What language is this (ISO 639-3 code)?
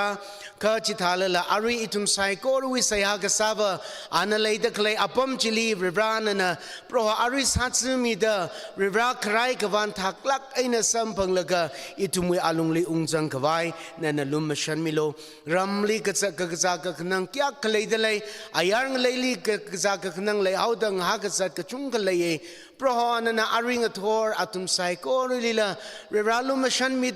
nmf